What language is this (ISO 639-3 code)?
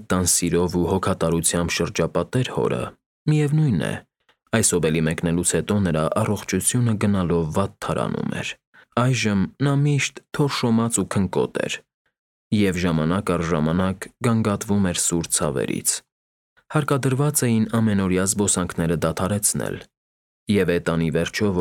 hye